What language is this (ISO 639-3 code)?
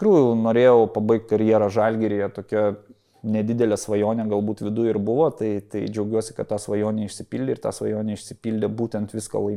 lit